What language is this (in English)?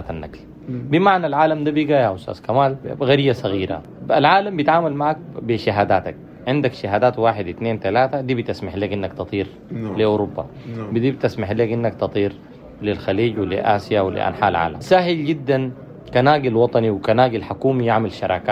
Sudanese Arabic